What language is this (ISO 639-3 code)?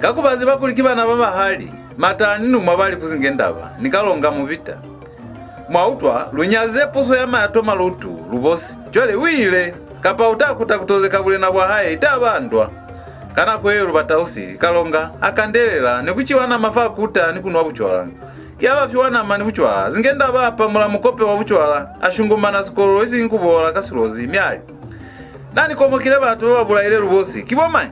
loz